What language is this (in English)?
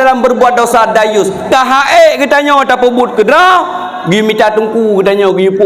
Achinese